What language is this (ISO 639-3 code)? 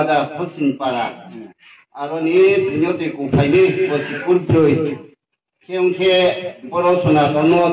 ria